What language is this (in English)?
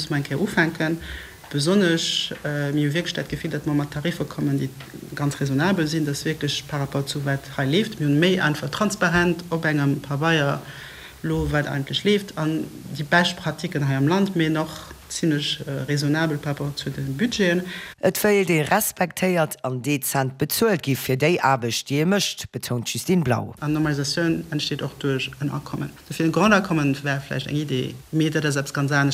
Luxembourgish